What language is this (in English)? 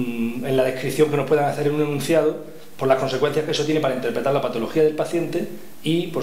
Spanish